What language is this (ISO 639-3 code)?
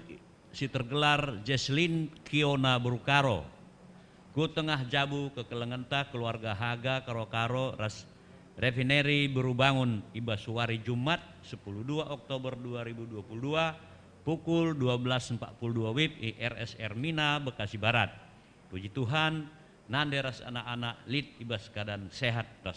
btx